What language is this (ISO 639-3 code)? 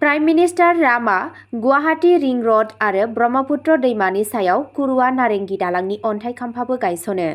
brx